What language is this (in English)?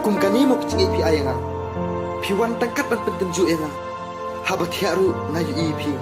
Khasi